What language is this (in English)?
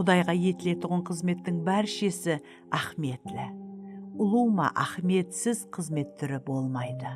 Kara-Kalpak